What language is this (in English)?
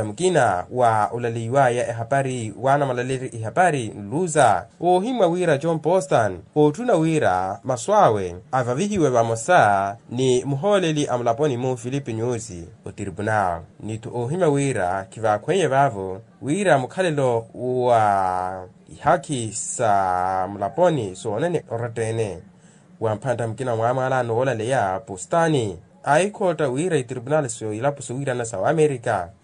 Makhuwa